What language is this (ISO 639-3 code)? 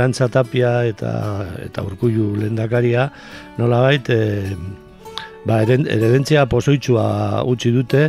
eus